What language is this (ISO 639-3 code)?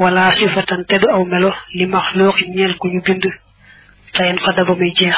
wol